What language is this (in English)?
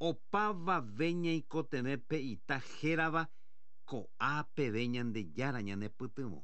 Guarani